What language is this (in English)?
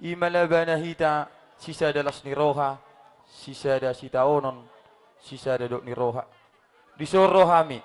Batak Toba